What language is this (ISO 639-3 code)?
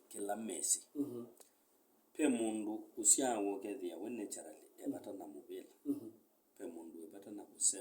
kam